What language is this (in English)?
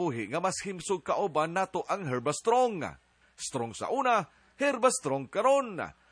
Cebuano